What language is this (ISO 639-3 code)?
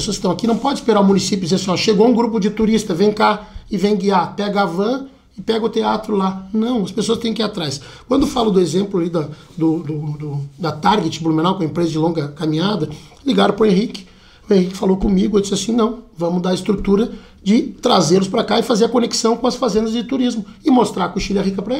por